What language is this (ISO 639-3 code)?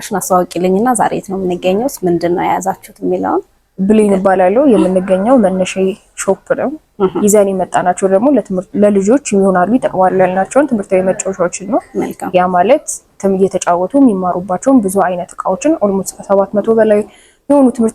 amh